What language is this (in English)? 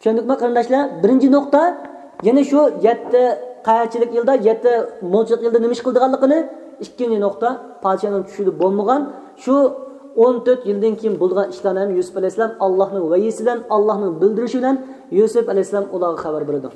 Uyghur